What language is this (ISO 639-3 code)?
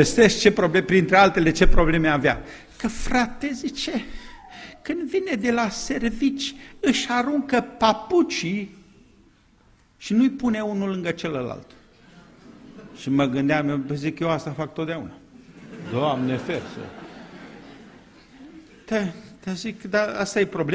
ron